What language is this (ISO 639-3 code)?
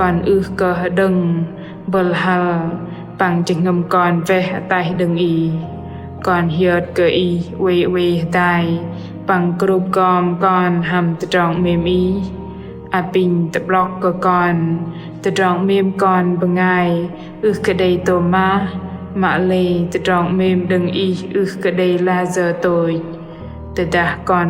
bdq